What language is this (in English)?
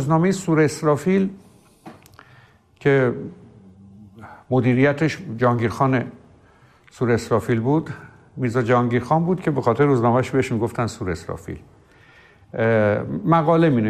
Persian